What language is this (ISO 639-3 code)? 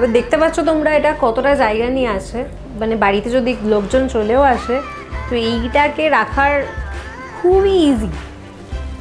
ben